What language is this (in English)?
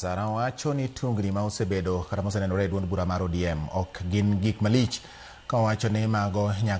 Luo (Kenya and Tanzania)